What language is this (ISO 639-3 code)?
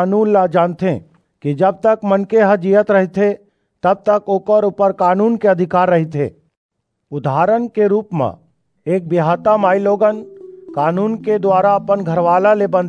hne